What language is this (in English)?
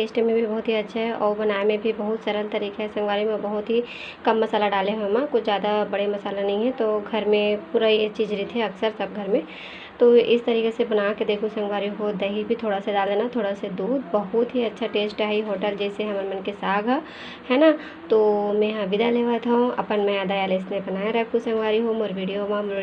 Chhattisgarhi